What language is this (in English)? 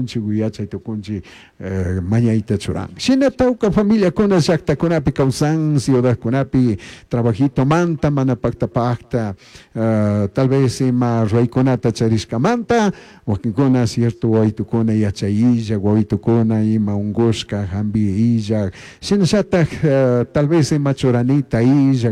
Chimborazo Highland Quichua